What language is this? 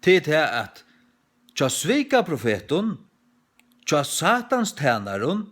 Faroese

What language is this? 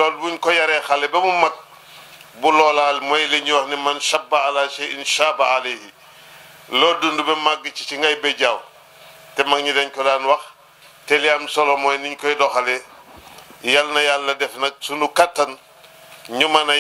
Wolof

